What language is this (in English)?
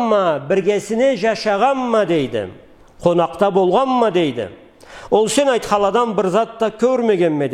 Karachay-Balkar